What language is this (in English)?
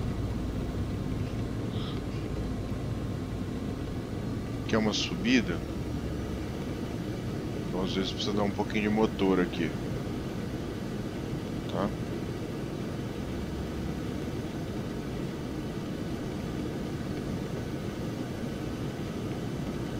Portuguese